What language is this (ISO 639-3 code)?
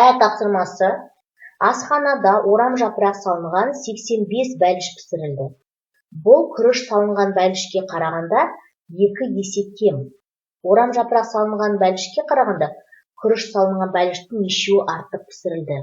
kaz